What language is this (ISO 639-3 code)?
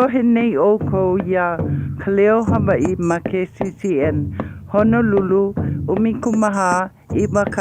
haw